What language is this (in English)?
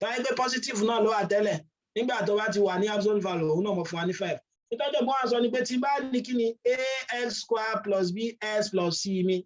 Yoruba